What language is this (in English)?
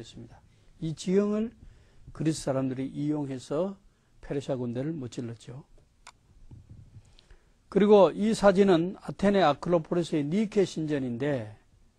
Korean